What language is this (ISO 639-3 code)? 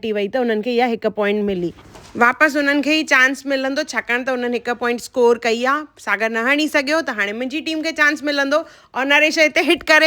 snd